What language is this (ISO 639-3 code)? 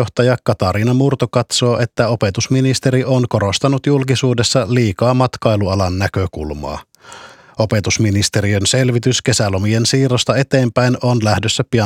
fin